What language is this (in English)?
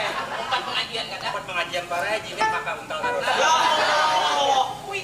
Banjar